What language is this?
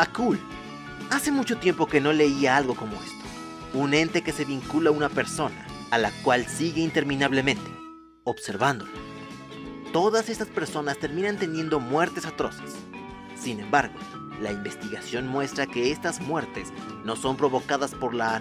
Spanish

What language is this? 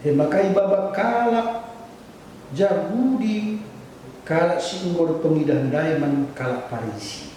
Batak Karo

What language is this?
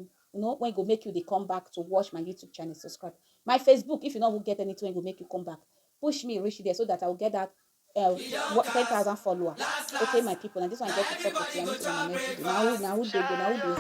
Nigerian Pidgin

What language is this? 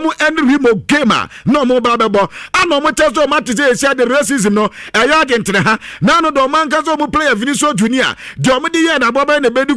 Akan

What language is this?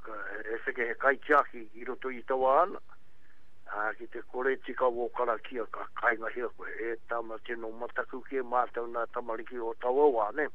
Māori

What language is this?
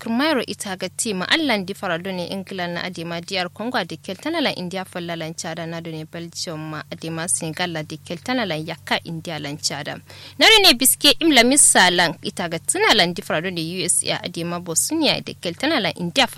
Kanuri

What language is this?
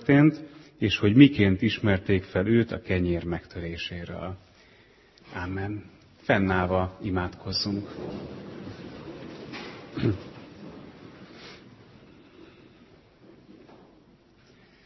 Hungarian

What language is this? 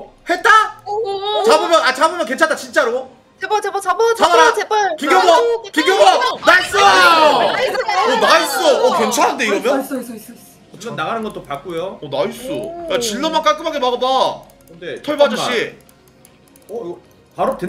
Korean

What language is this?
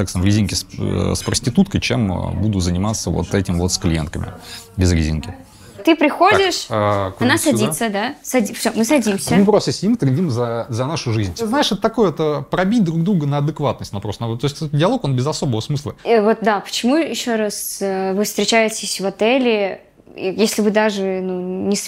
Russian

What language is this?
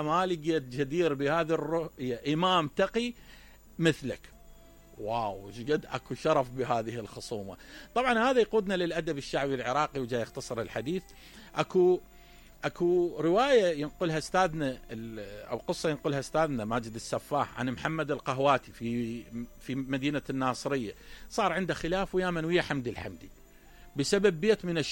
Mesopotamian Arabic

